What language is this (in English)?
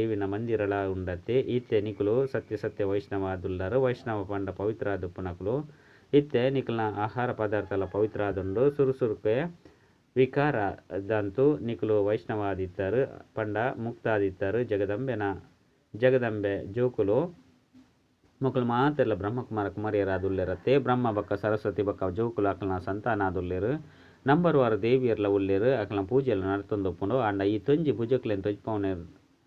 Tulu